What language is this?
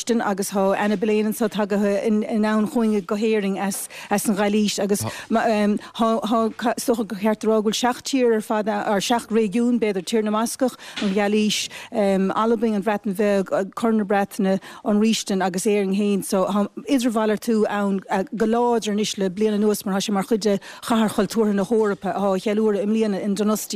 Irish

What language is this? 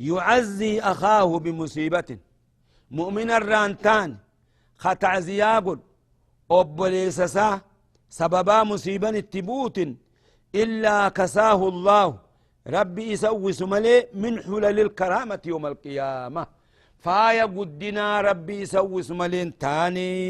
Oromo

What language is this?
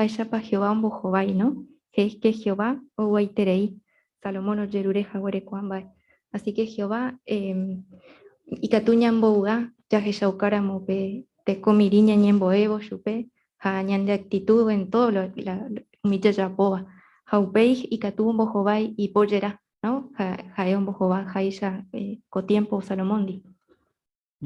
Guarani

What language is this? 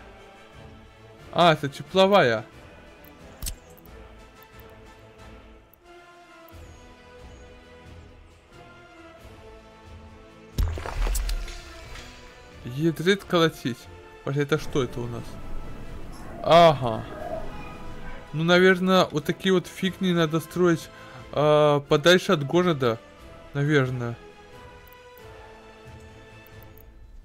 Russian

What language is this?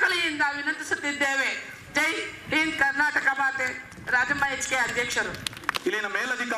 Kannada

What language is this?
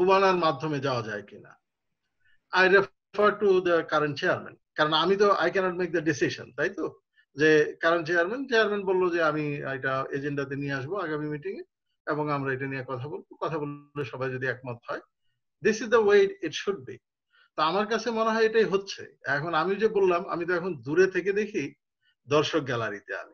Bangla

